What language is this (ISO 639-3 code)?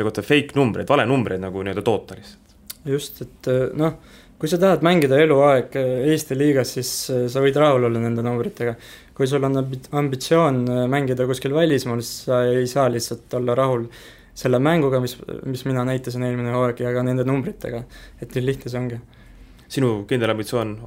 est